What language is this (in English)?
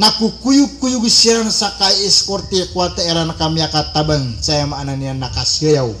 Maranao